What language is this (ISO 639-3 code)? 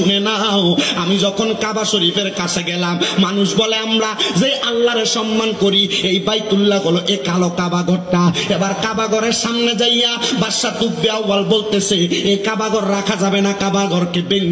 ben